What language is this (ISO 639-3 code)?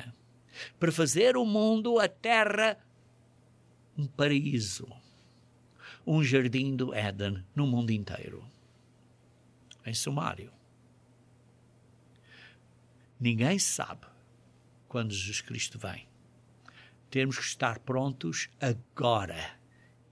por